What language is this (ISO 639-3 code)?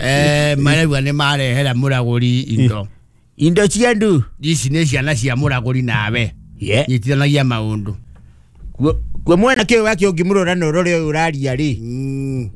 kik